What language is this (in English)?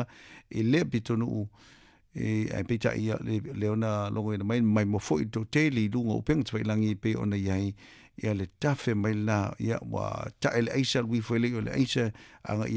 Samoan